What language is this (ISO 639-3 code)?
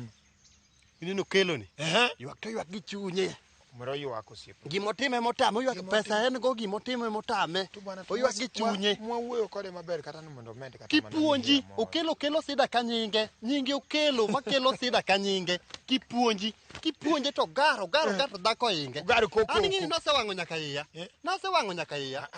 luo